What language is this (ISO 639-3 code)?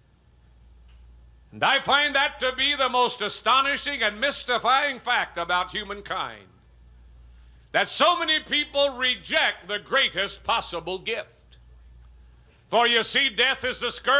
eng